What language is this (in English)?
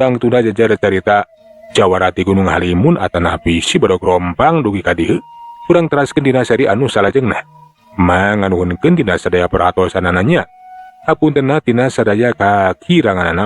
Sundanese